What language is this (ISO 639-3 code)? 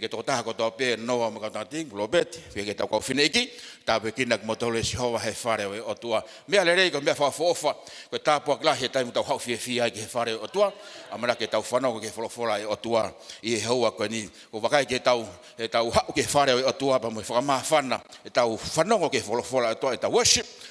ton